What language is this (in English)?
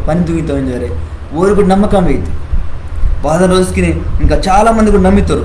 Koya